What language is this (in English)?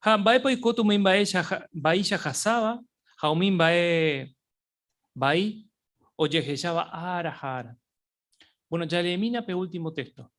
Guarani